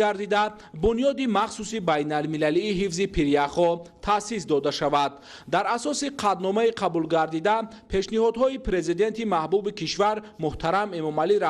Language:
Tajik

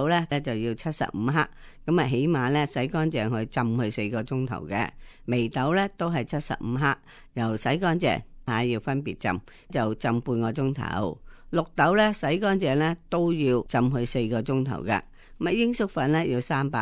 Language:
Cantonese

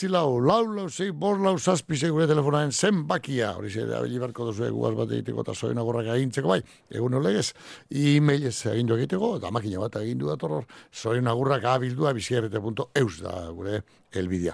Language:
Basque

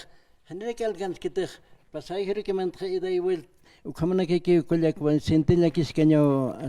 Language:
Aymara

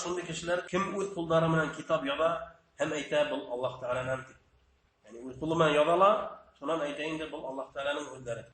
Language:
Bashkir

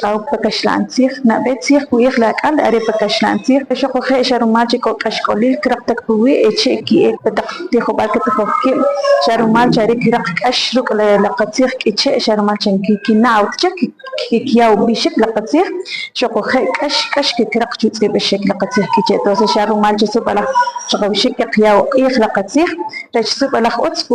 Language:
Kʼicheʼ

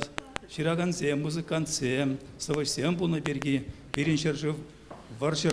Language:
Chuvash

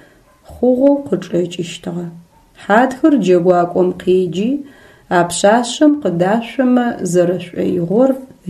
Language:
Adyghe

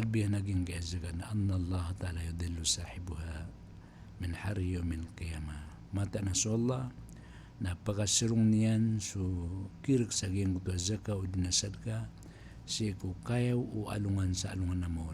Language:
Maranao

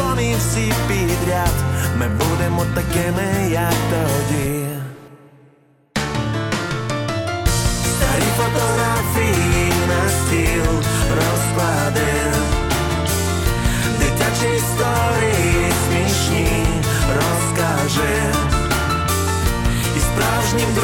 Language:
Ukrainian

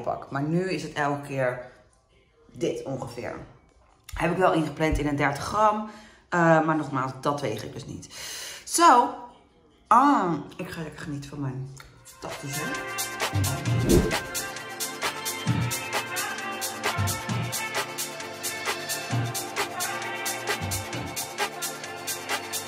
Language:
Dutch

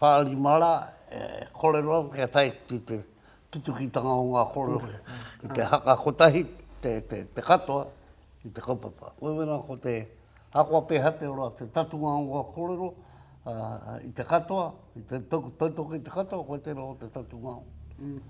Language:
Māori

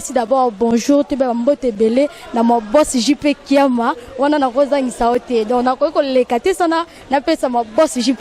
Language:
Lingala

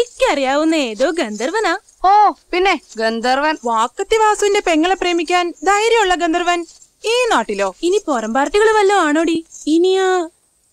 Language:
Malayalam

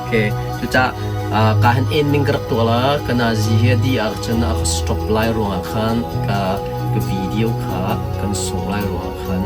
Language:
Hakha Chin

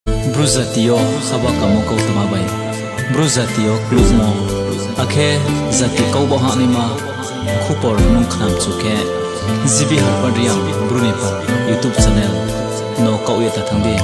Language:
Riang (India)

